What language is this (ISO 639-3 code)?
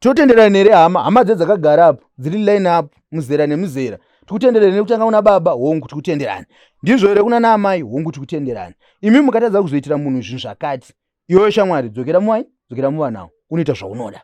sna